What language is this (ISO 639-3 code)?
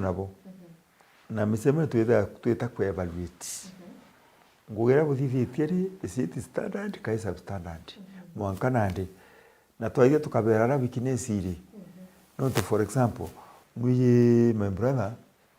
mer